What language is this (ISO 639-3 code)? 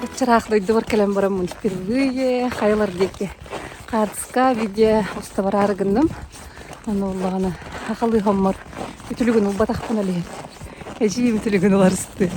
sah